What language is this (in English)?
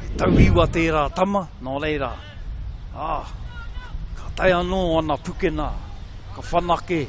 Māori